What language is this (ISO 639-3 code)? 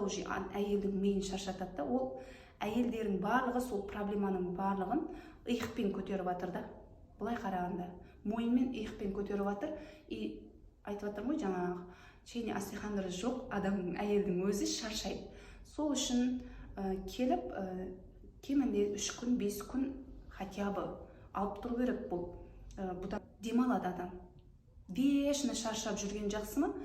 kaz